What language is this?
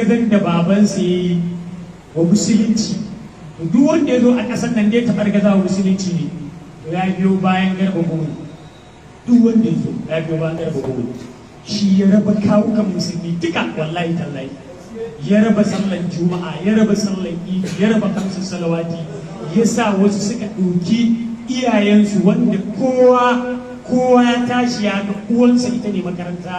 Hausa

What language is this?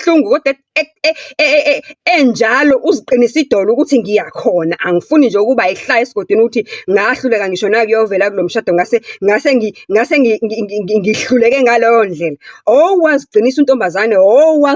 Zulu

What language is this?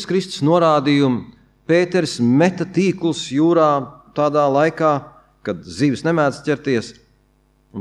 Latvian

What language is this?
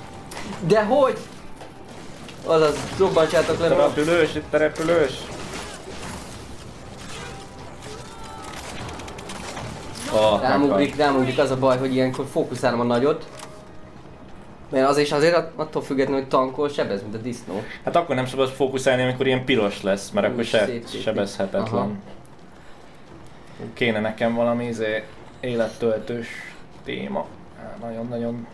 Hungarian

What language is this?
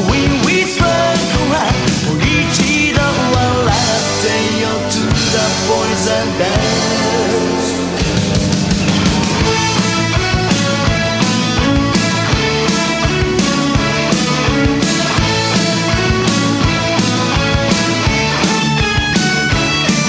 Japanese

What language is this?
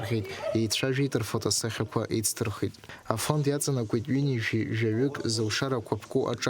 Abkhazian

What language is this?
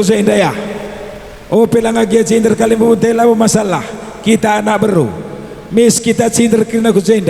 Batak Karo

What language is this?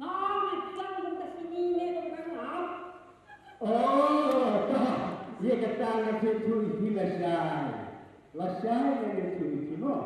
Khasi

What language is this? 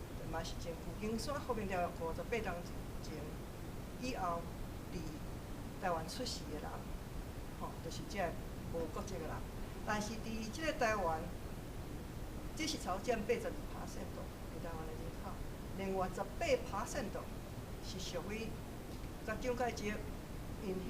Min Nan Chinese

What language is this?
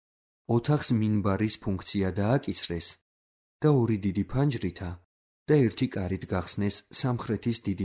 Georgian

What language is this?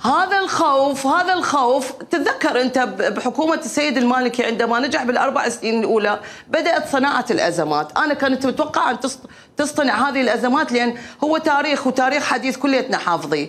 Mesopotamian Arabic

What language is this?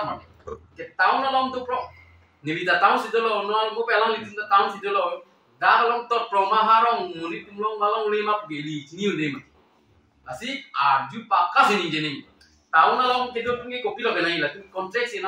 Karbi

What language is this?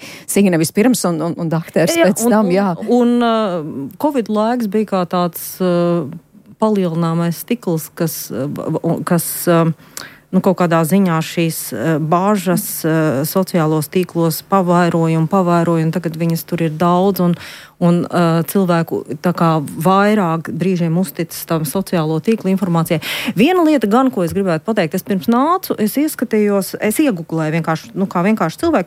Latvian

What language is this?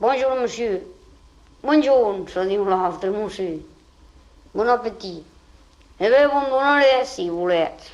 Occitan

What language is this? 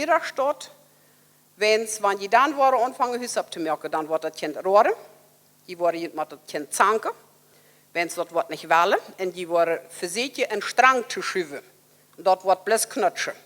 Plautdietsch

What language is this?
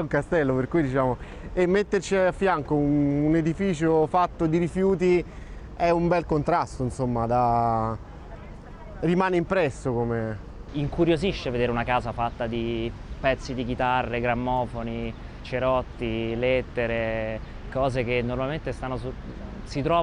Italian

